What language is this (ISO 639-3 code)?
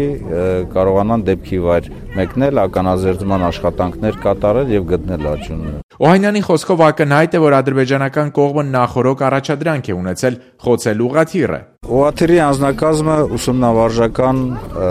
hye